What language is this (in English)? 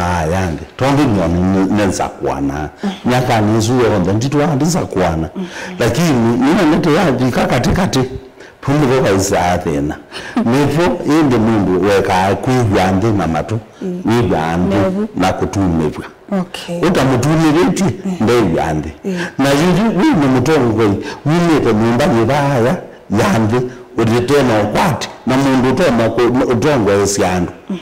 Kamba